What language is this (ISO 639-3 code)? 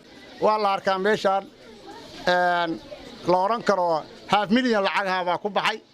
som